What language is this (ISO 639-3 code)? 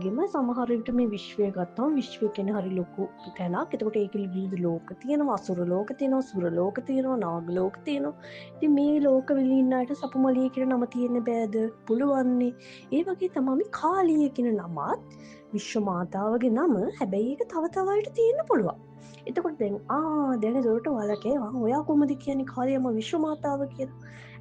sin